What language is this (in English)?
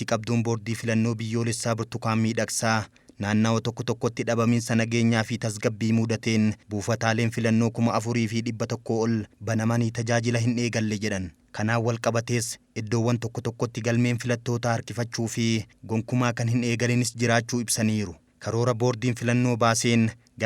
Oromo